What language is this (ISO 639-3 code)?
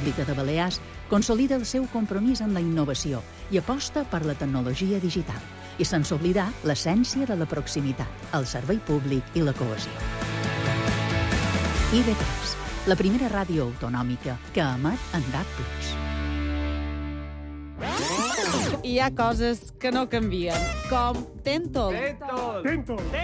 cat